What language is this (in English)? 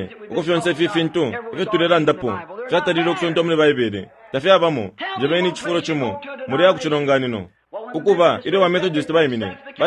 Bemba